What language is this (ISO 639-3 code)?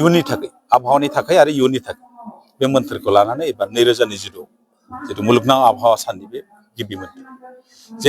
brx